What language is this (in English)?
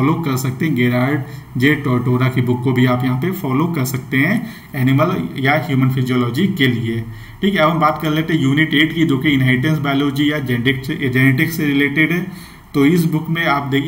Hindi